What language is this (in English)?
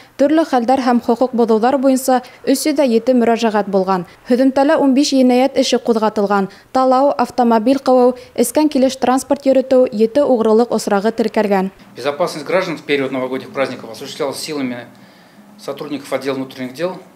Bashkir